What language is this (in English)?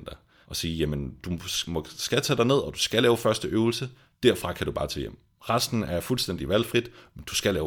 Danish